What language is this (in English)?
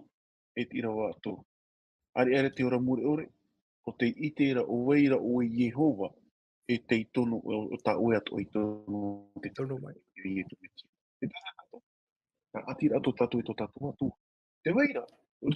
Tahitian